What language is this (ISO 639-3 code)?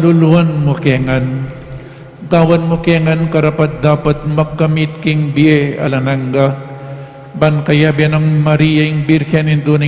pam